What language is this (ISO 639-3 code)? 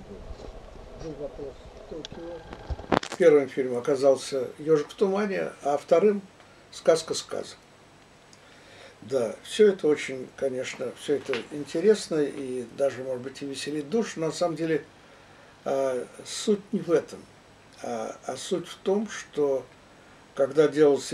rus